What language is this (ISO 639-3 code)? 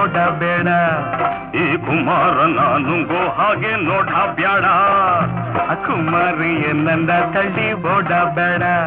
kan